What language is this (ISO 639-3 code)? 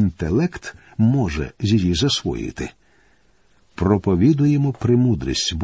ukr